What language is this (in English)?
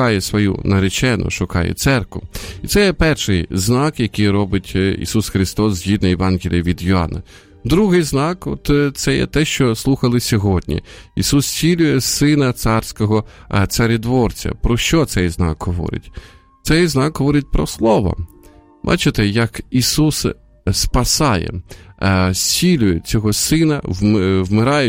Ukrainian